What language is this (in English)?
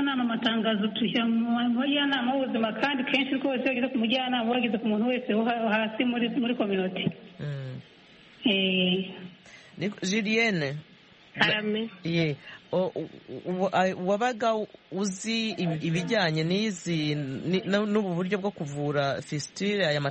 Kinyarwanda